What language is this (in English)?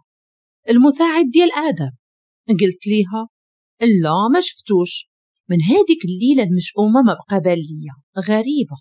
Moroccan Arabic